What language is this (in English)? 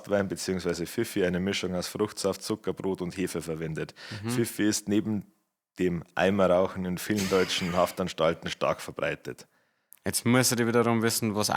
Bavarian